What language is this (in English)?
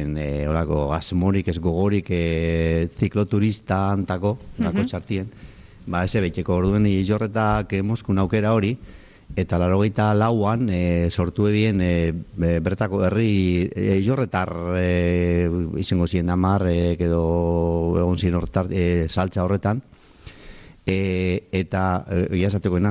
Basque